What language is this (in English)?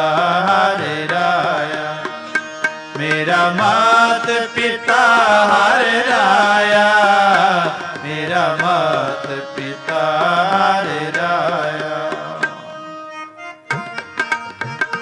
Punjabi